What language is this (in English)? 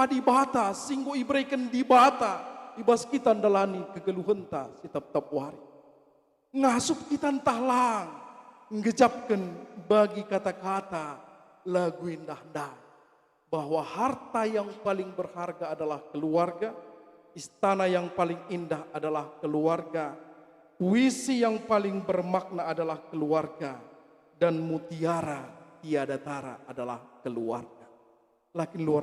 Batak Karo